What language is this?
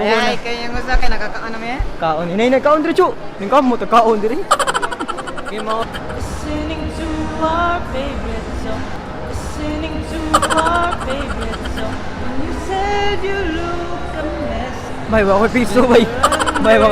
Cebuano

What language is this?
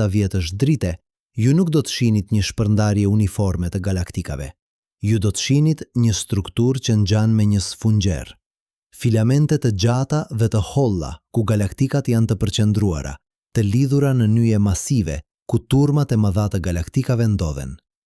Albanian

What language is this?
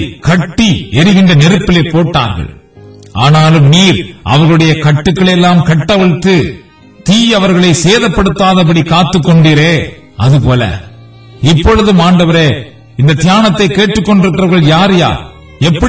Tamil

